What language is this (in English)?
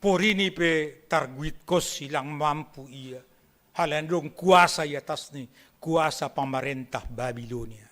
Batak Simalungun